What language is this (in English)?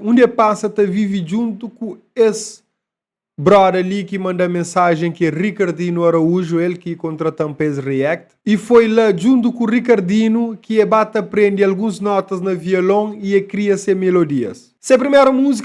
Kabuverdianu